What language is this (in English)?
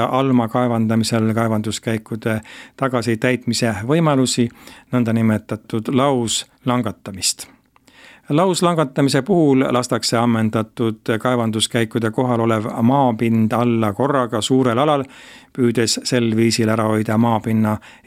Estonian